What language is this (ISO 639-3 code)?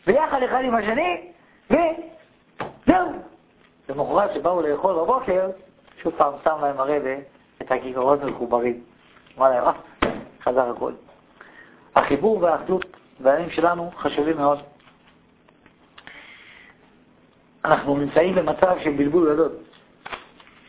heb